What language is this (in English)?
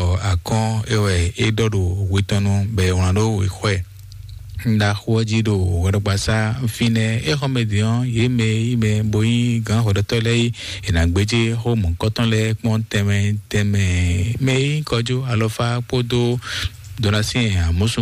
Fon